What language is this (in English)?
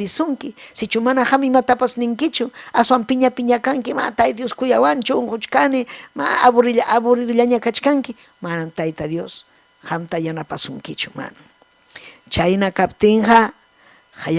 Ayacucho Quechua